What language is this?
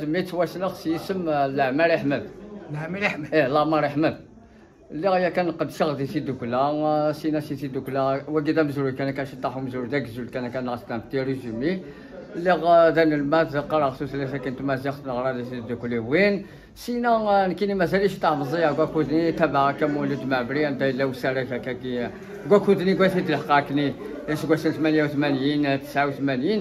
Kabyle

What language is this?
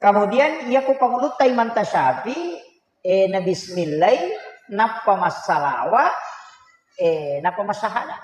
Buginese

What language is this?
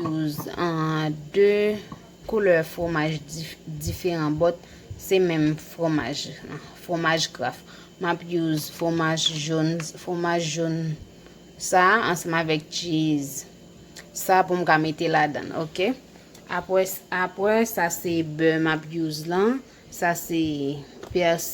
Haitian Creole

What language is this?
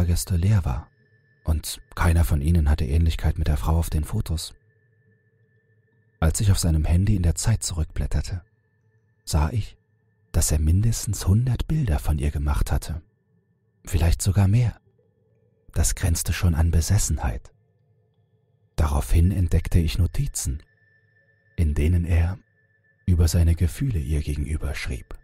German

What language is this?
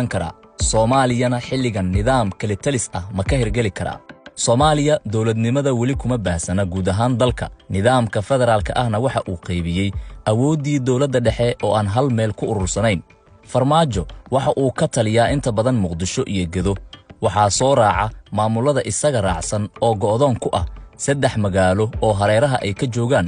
Somali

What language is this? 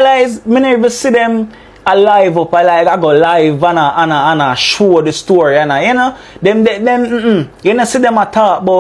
Jamaican Creole English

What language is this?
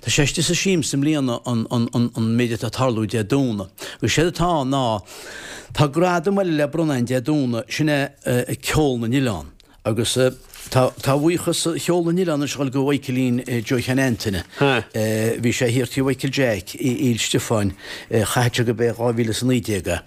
Irish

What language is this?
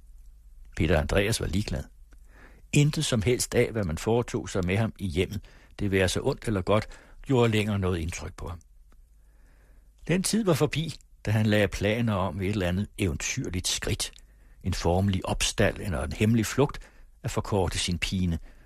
Danish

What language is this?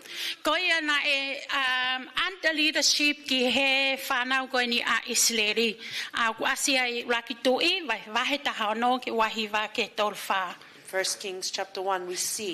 Tongan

